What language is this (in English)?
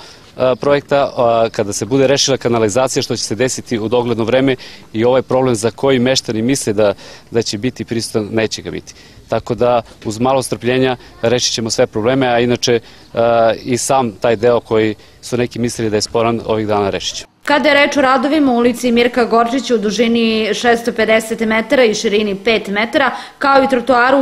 Serbian